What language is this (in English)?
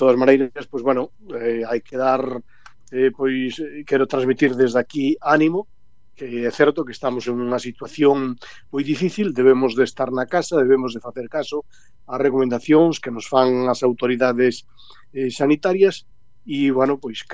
Galician